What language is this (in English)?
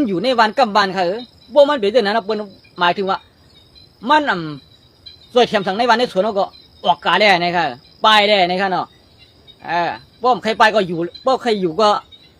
Shan